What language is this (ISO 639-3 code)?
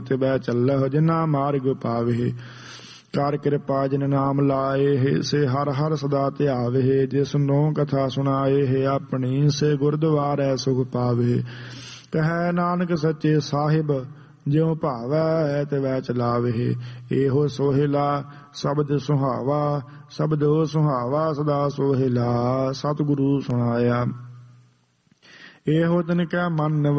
pan